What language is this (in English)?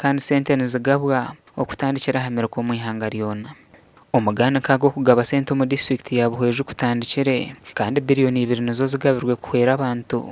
Nyankole